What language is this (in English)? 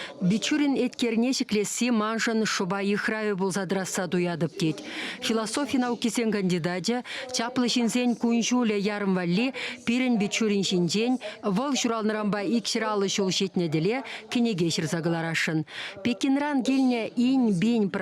Chuvash